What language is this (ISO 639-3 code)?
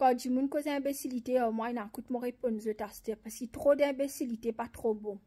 mfe